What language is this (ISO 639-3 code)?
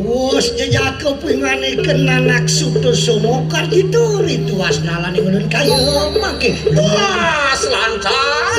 ban